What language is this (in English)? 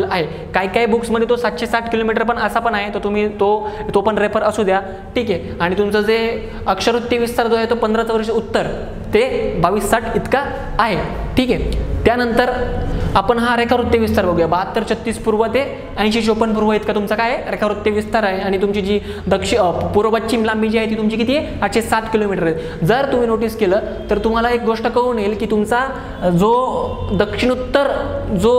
Marathi